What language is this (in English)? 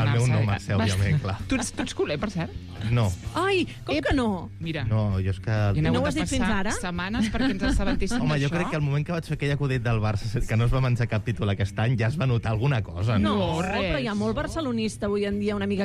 Catalan